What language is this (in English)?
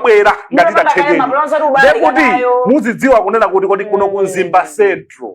Nyanja